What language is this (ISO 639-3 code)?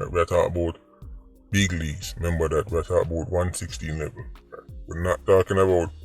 jam